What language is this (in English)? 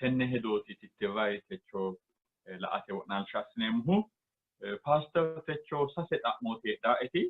Sidamo